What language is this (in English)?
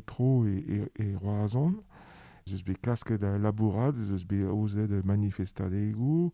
Breton